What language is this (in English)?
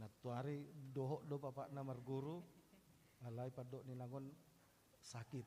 Batak Toba